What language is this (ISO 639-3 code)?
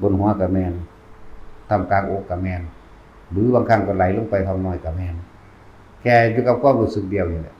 tts